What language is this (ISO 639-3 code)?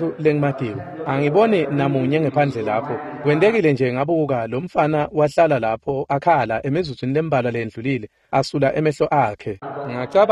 ssw